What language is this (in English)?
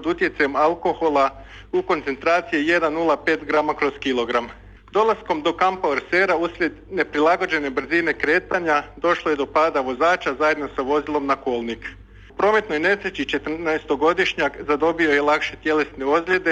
Croatian